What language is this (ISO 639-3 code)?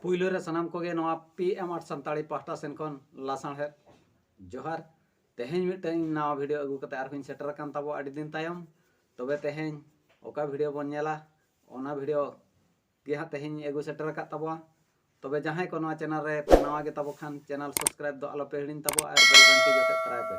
sat